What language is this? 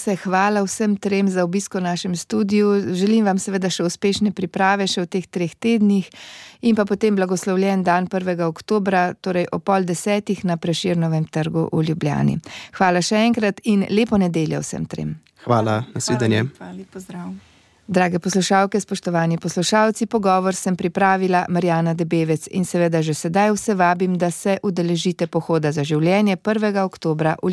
Slovenian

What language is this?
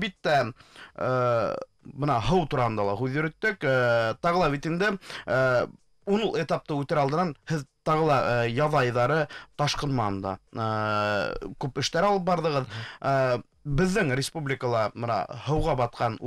Bashkir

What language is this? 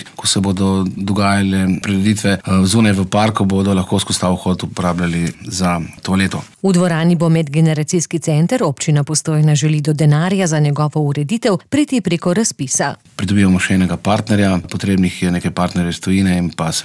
Slovenian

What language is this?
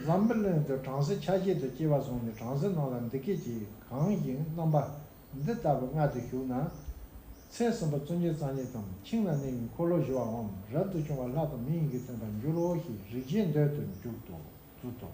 Tibetan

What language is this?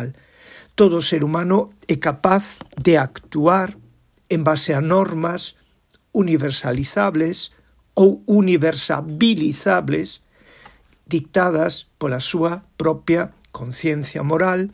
Galician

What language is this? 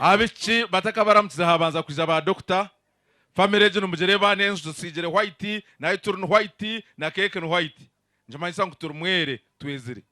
Nyankole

